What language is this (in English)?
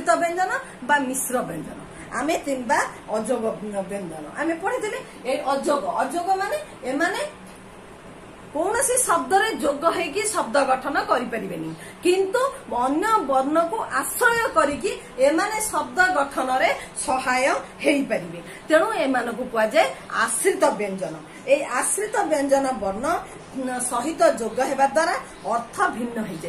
Odia